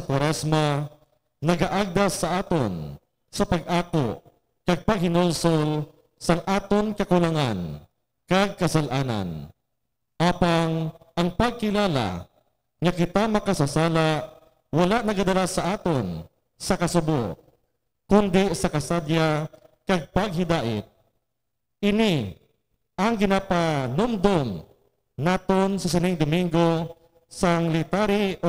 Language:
Hiligaynon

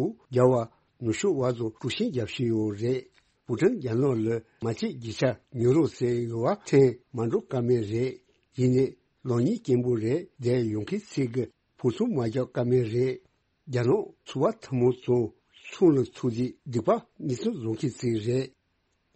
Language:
Tibetan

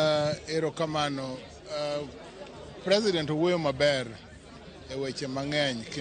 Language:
Luo (Kenya and Tanzania)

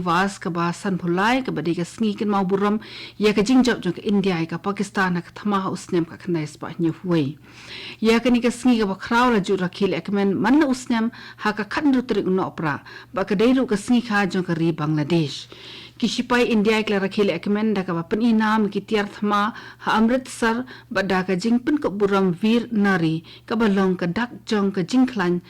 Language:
Khasi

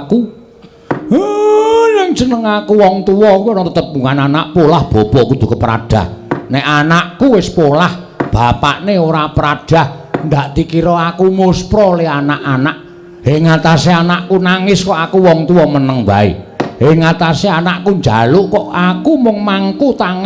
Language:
Javanese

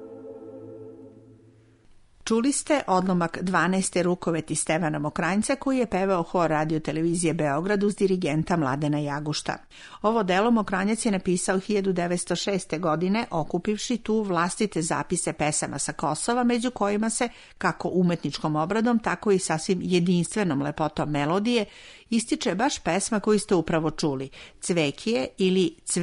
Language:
Serbian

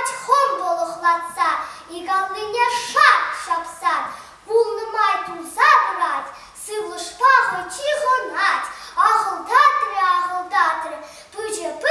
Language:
Chuvash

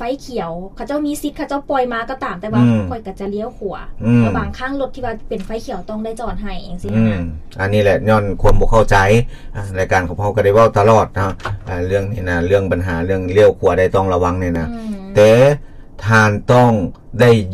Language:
Lao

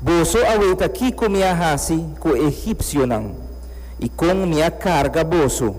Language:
Papiamento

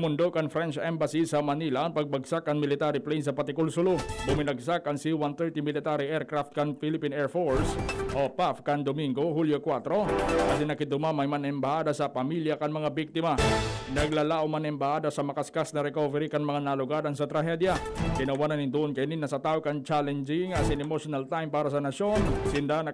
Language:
Bikol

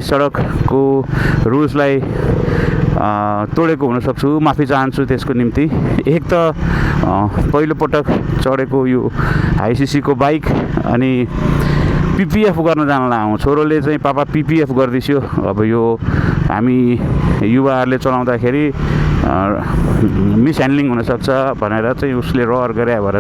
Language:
Nepali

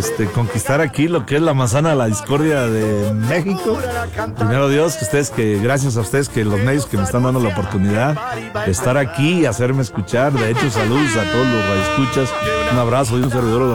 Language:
Spanish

